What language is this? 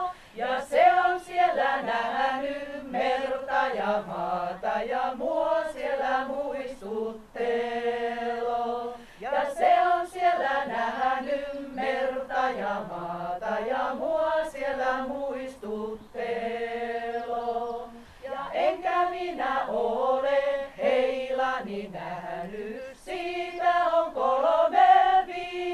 Finnish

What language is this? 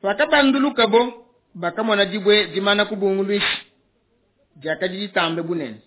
Luba-Lulua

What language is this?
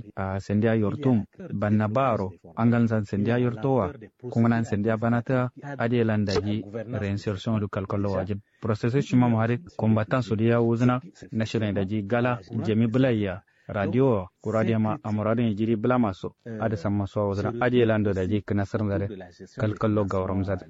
Kanuri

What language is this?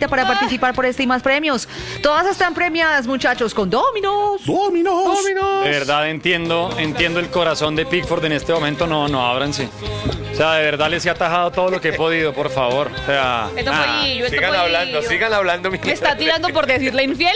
Spanish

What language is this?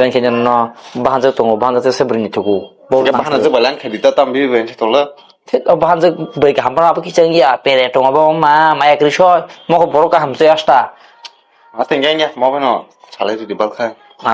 Kok Borok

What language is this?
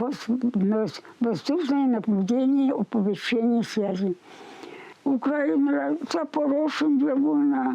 Chuvash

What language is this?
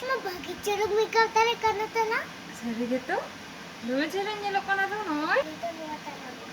Santali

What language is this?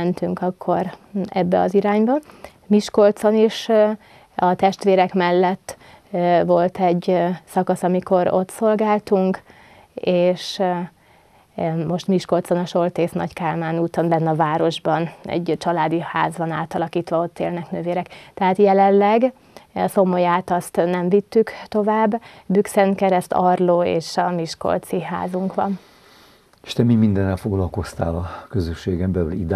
Hungarian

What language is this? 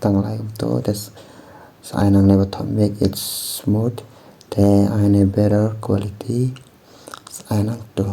Khasi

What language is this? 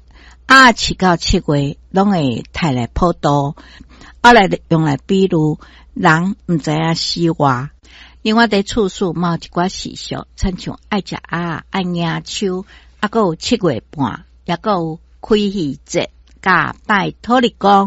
Min Nan Chinese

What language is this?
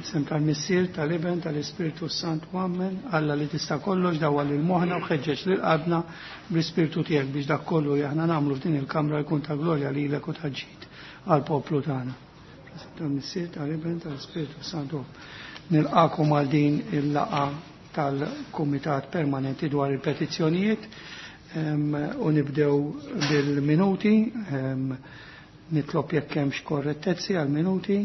Maltese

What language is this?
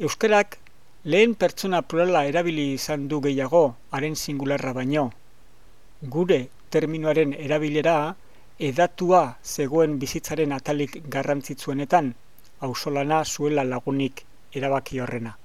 Basque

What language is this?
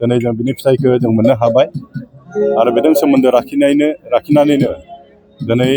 Bodo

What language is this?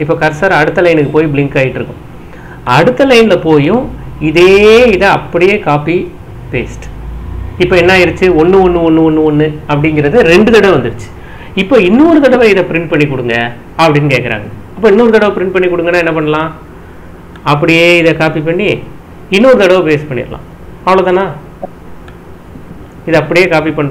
Tamil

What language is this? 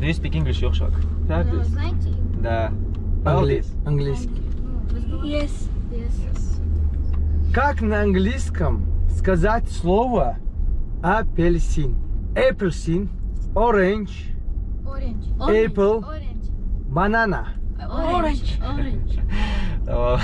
Ingush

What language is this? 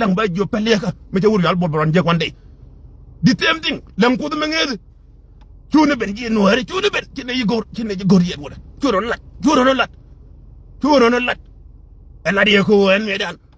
Nuer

